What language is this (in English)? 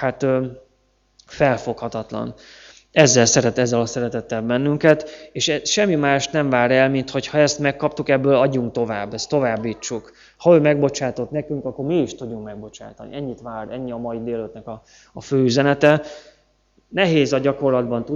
Hungarian